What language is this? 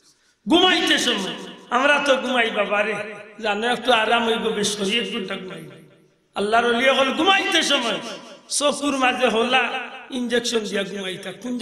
Sylheti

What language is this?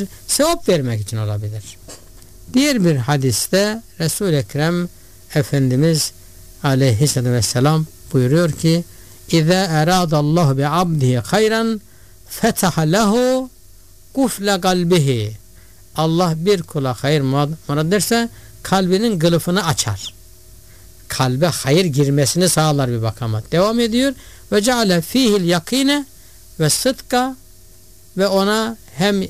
Turkish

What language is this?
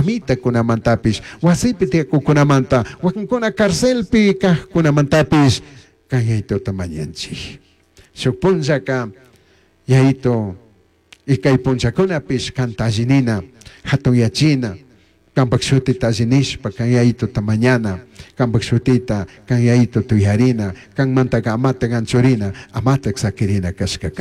Chimborazo Highland Quichua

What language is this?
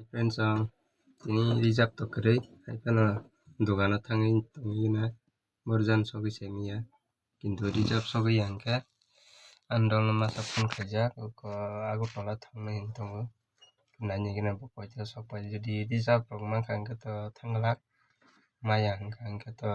Kok Borok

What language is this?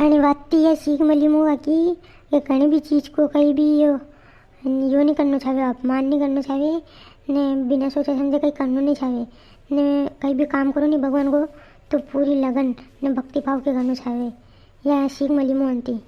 Rajasthani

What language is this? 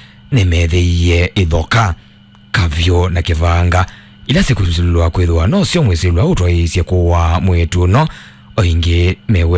Kamba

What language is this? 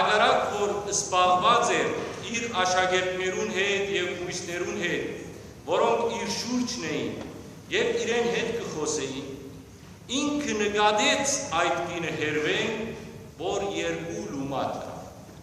Western Armenian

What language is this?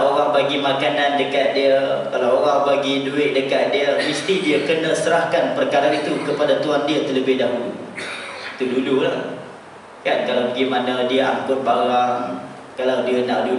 Malay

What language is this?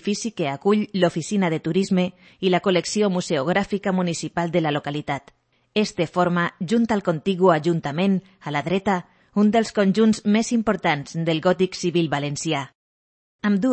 Catalan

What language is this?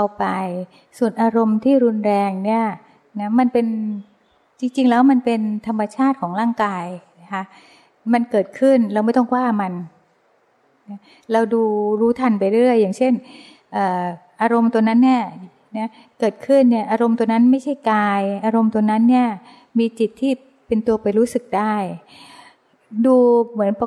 Thai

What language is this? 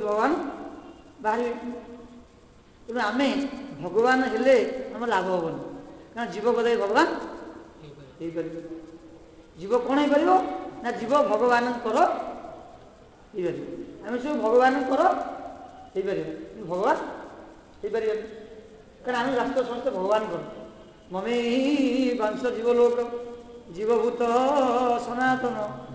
Odia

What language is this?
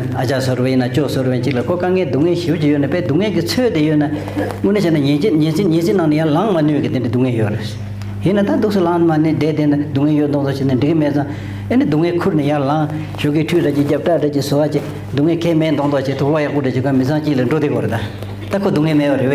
Tibetan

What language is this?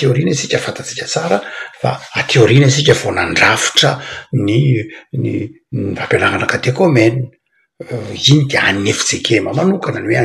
Malagasy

